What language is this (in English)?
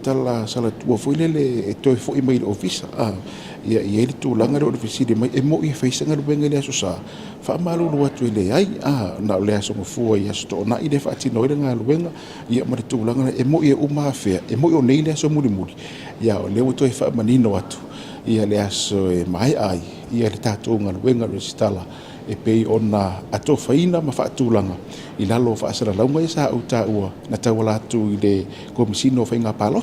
Samoan